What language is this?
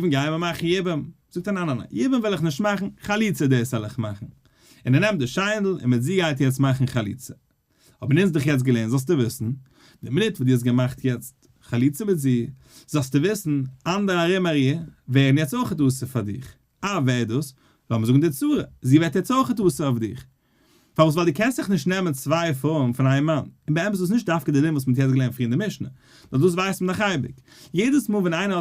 Yiddish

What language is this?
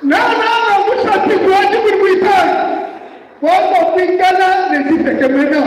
Luba-Lulua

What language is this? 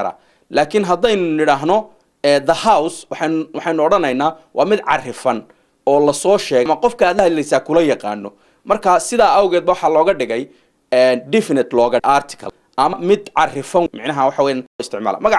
Somali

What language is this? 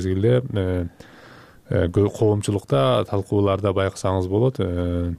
Kyrgyz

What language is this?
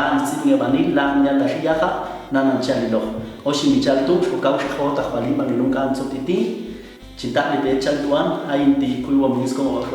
Popti'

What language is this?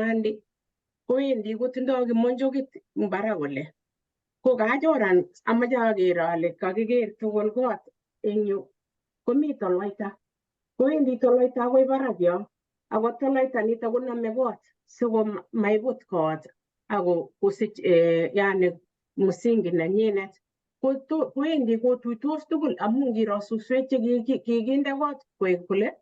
Kalenjin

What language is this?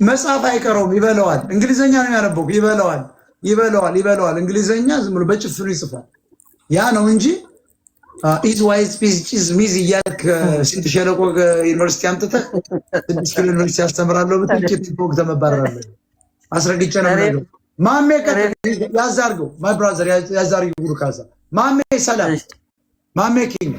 Amharic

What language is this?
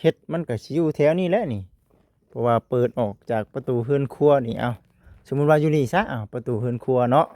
Lao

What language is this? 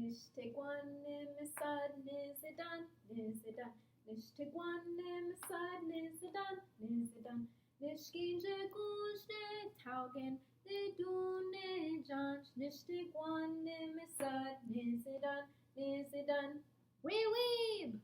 Chippewa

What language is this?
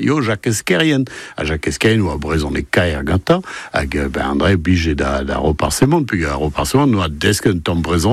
Breton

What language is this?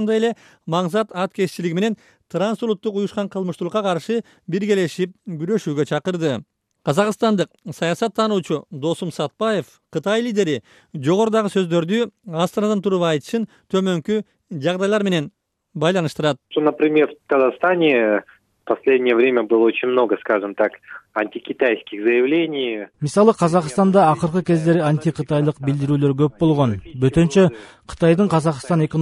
Kyrgyz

